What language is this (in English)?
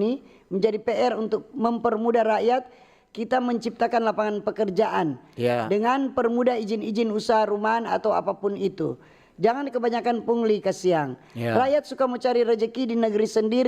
Manado Malay